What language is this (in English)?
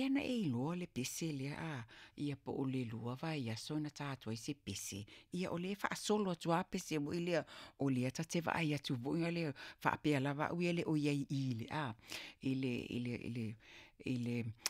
Samoan